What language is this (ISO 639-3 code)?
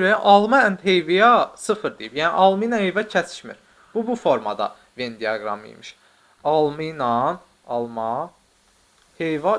aze